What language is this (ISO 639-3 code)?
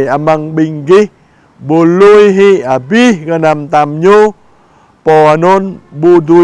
jra